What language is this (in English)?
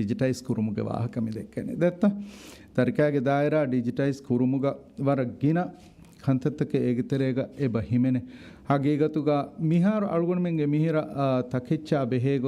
Divehi